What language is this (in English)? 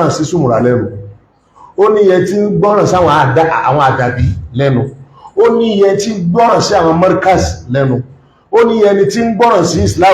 Yoruba